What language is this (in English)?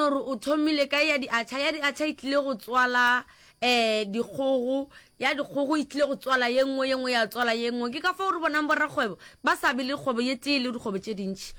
Northern Sotho